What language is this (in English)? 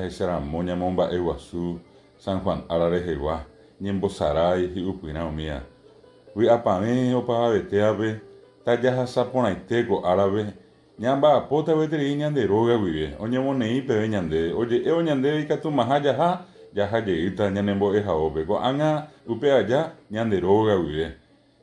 Guarani